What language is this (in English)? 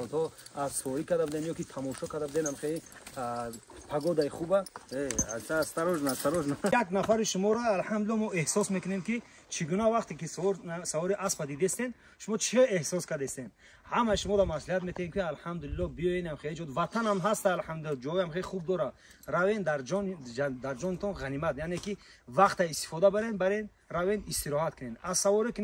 Tajik